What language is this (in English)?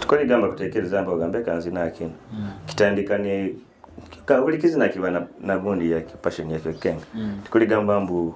Nyoro